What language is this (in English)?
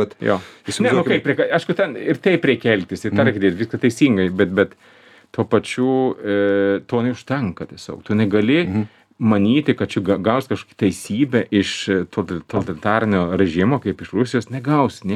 Lithuanian